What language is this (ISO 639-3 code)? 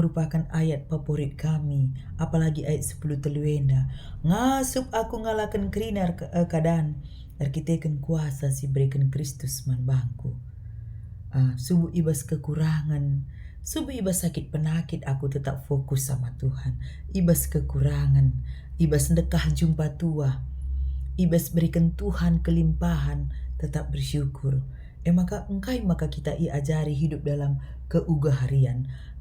btx